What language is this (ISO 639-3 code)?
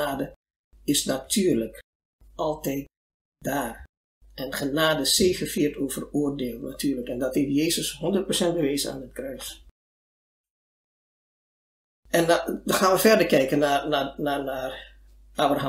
nld